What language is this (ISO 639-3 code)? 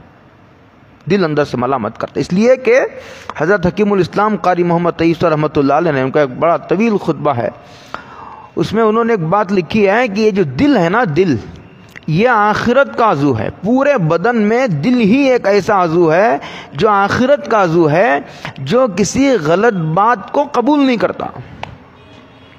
urd